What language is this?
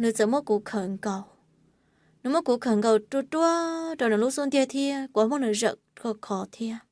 Hmong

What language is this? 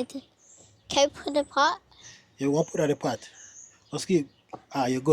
Jamaican Creole English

